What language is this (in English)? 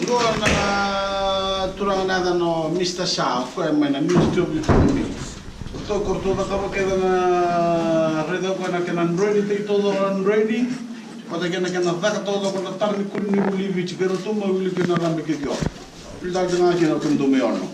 Fijian